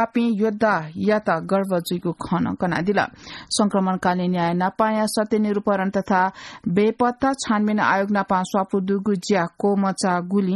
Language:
Newari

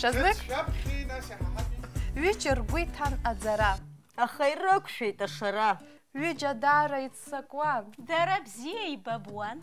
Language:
Abkhazian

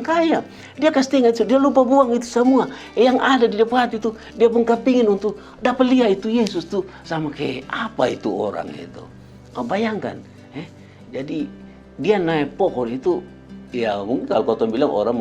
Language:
Kupang Malay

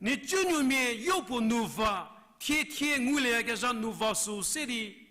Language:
Angami Naga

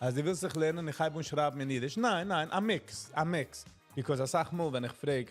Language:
Yiddish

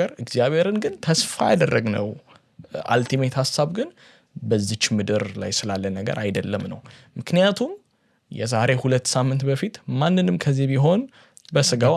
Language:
Amharic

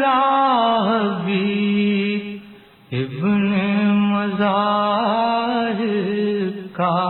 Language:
Urdu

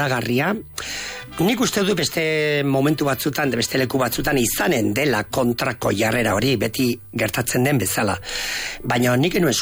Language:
Basque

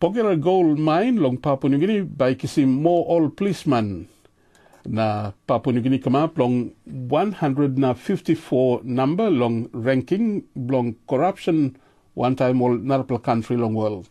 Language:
Tok Pisin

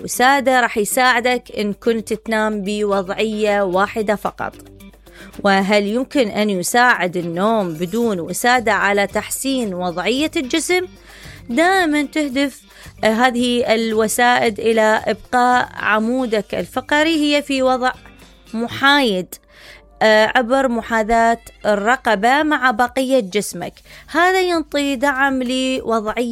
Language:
Mesopotamian Arabic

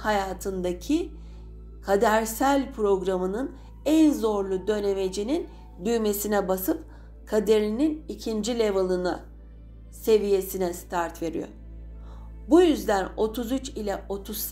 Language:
Turkish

